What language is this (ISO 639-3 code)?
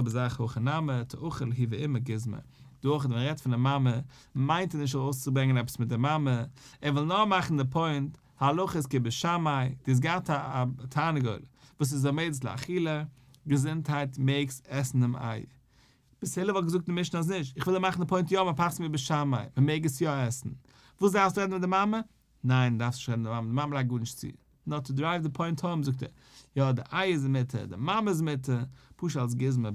yid